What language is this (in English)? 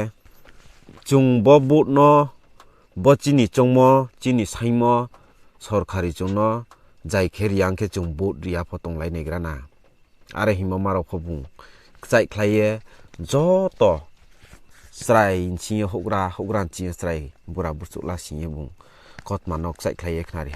Riang (India)